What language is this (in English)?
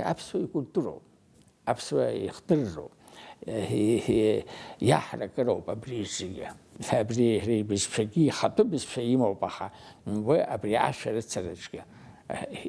Abkhazian